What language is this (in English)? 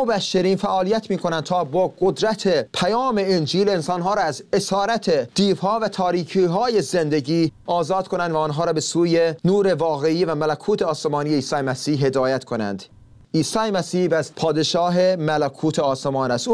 Persian